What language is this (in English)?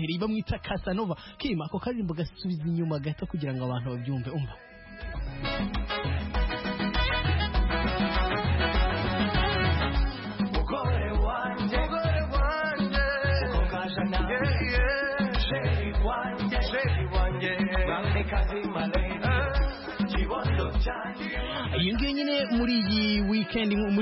Kinyarwanda